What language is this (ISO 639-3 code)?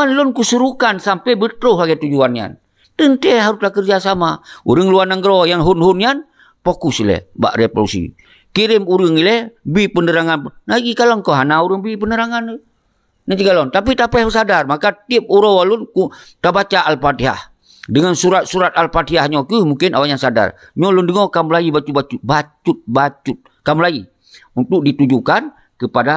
ace